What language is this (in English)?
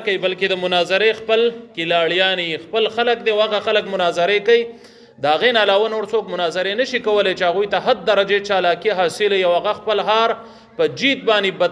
Pashto